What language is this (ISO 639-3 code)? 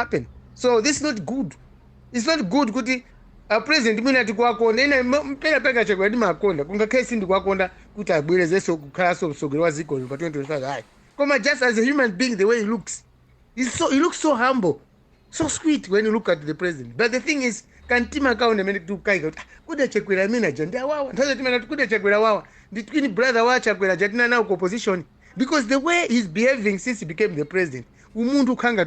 nya